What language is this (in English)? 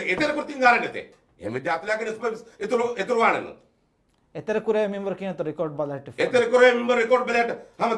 Divehi